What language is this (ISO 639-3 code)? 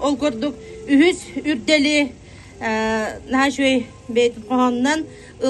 sah